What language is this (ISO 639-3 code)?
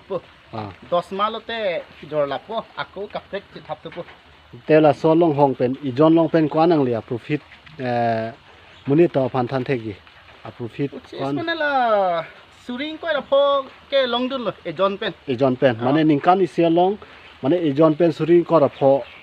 mjw